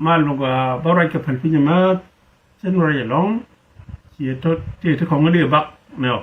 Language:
Nuer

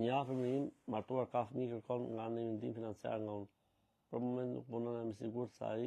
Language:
Albanian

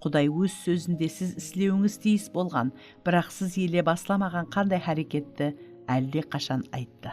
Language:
Kara-Kalpak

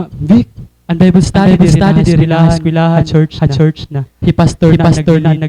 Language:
Waray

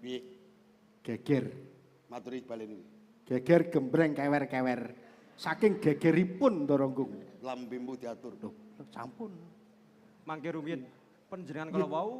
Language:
Javanese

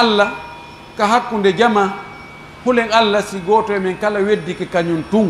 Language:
Pular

